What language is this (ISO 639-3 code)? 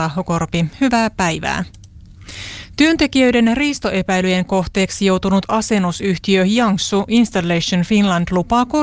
fin